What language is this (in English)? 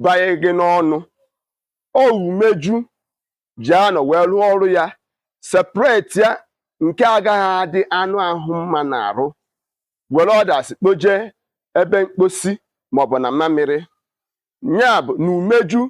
Igbo